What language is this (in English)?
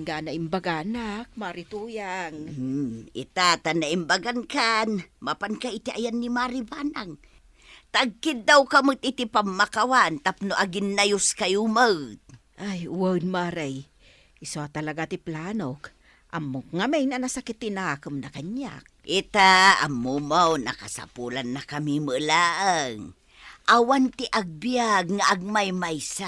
Iloko